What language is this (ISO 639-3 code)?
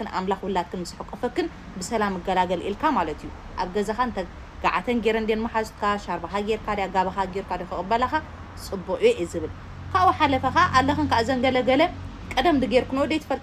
tir